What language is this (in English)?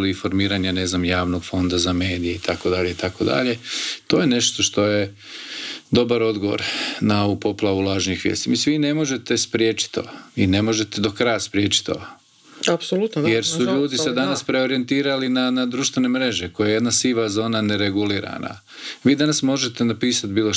Croatian